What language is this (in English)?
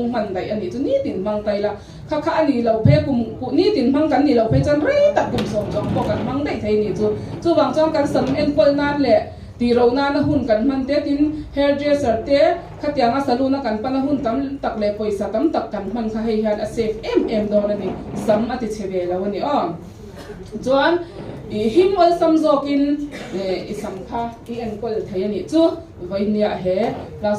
Mizo